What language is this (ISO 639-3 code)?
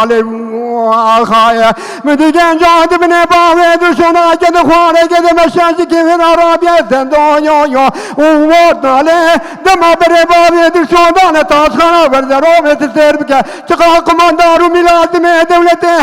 kur